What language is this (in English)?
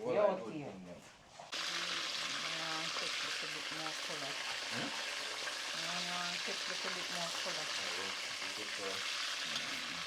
Jamaican Creole English